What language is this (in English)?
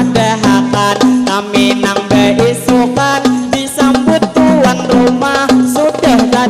Banjar